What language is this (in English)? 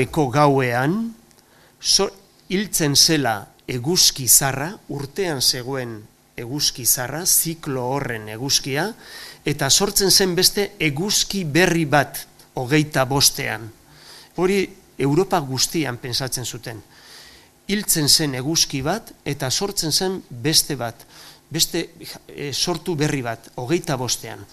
Basque